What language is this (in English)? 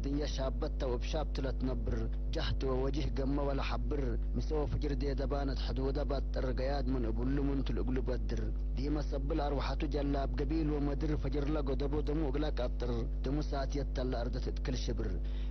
Tigre